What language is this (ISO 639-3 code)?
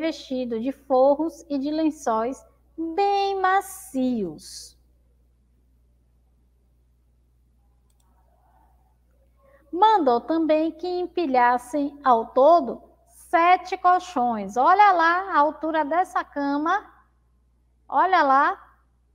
por